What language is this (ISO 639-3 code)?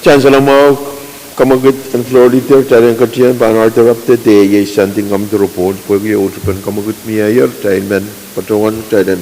pon